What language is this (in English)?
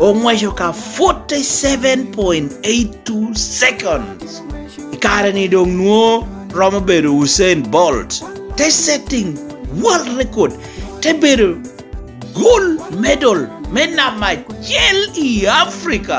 Lango (Uganda)